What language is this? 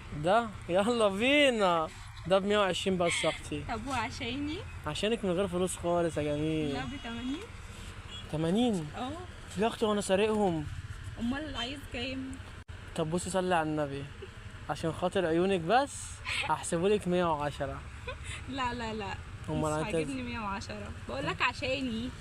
Egyptian Arabic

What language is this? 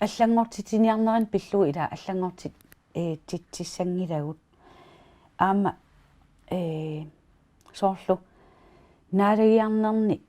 Kalaallisut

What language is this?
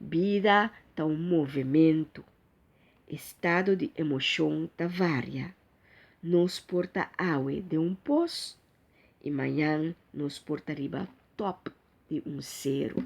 Papiamento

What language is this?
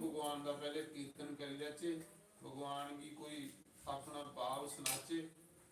Dogri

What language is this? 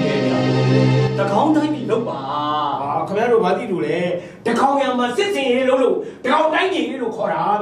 Burmese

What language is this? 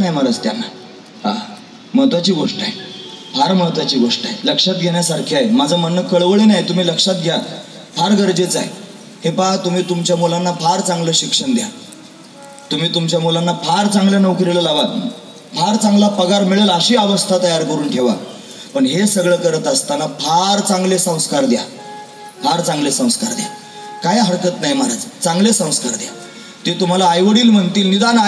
Marathi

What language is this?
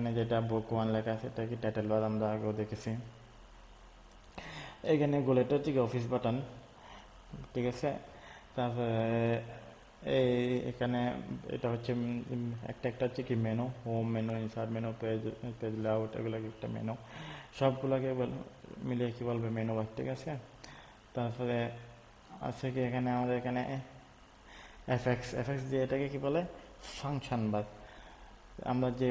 Bangla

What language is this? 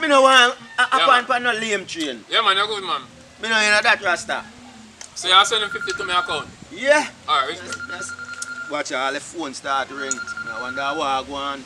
Jamaican Creole English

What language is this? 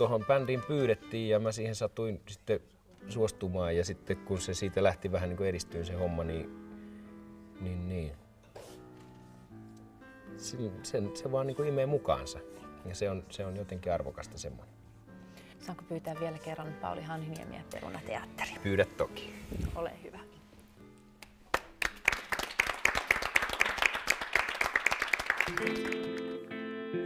Finnish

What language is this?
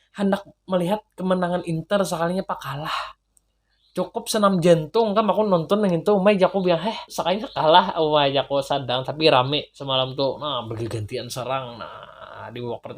Banjar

